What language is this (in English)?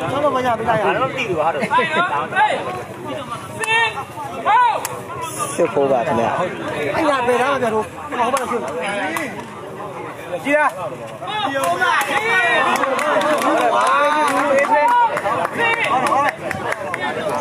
Burmese